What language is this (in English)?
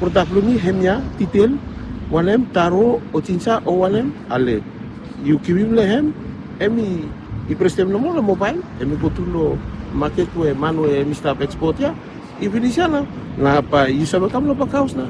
Bislama